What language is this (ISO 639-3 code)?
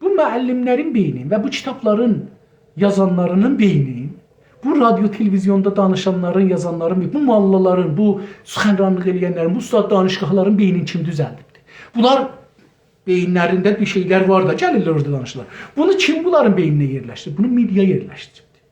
azb